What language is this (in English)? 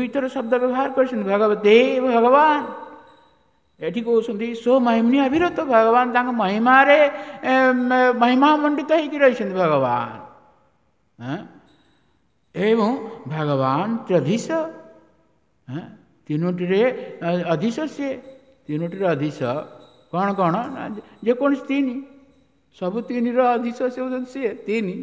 Odia